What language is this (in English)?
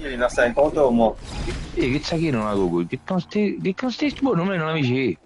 Morisyen